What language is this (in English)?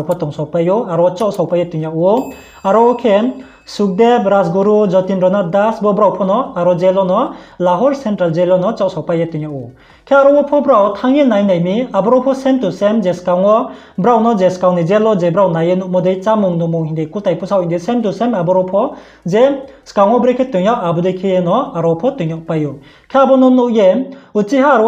Riang (India)